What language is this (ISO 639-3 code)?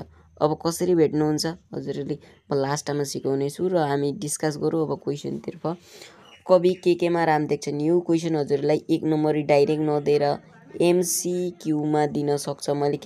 nep